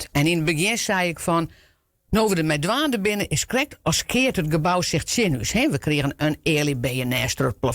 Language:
Western Frisian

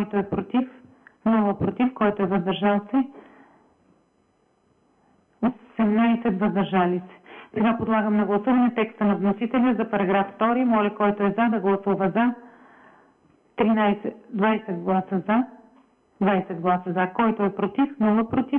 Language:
Bulgarian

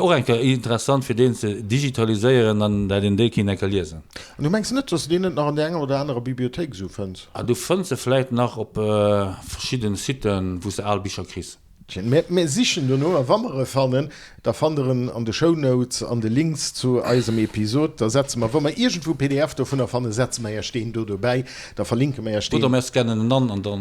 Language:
Luxembourgish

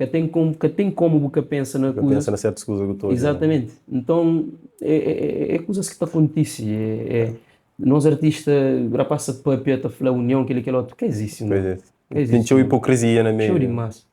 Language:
Kabuverdianu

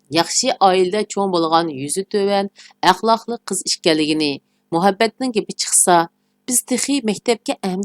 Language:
Uyghur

